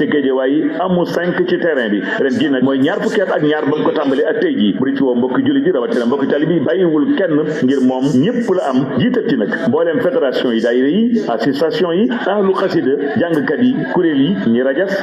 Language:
Wolof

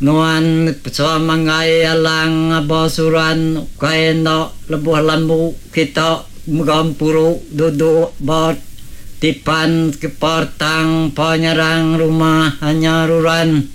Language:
Iban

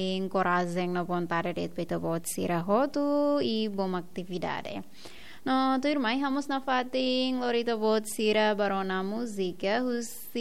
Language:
Tetum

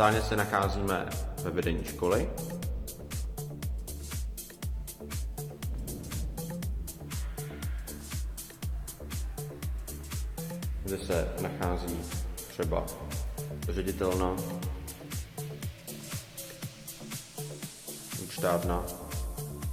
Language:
Czech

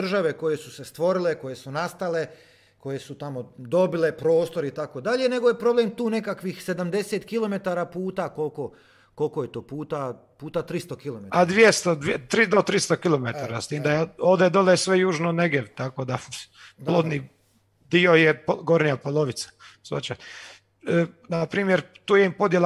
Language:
Croatian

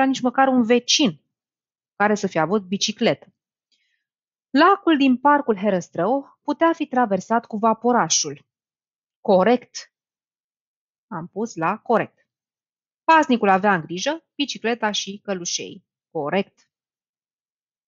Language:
Romanian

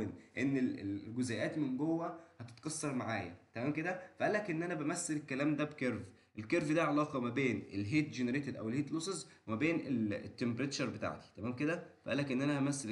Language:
Egyptian Arabic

